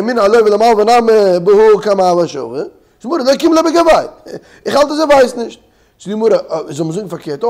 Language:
Yiddish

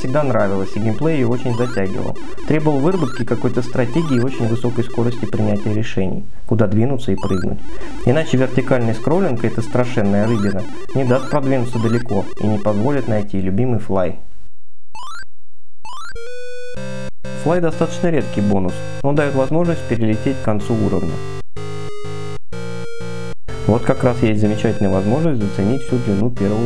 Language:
Russian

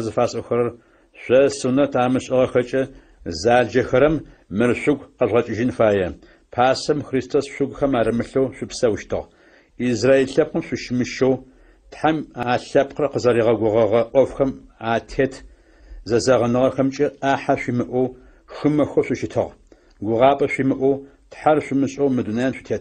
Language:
Adyghe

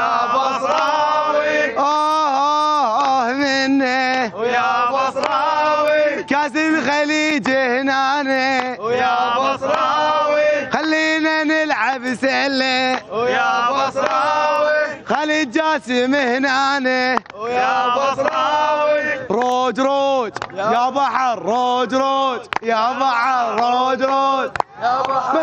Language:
Mesopotamian Arabic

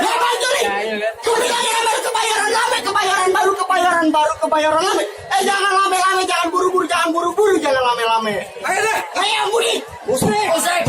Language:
Betawi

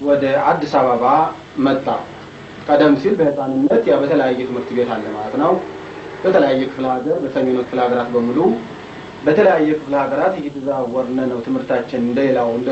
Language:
Amharic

